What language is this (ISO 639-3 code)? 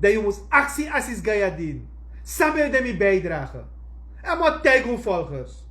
srn